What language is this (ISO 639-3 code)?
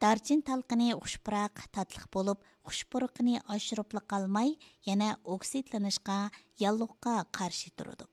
uig